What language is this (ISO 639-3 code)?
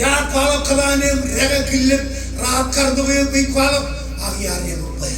mah